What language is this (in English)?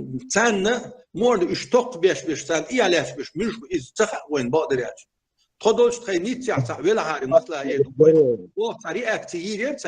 Chechen